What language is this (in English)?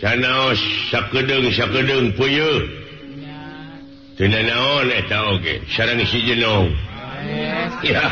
Sundanese